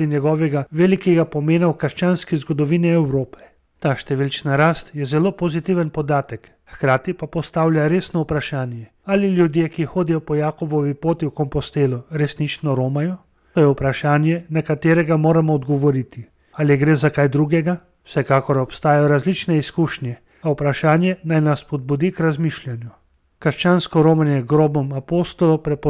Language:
Slovenian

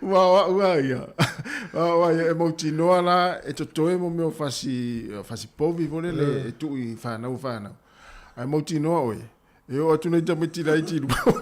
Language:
Samoan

